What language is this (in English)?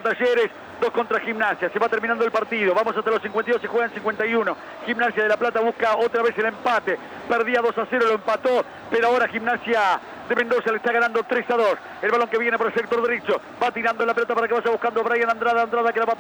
Spanish